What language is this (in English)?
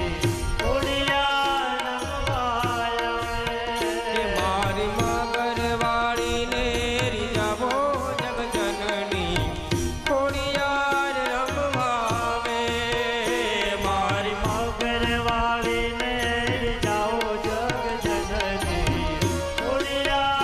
Gujarati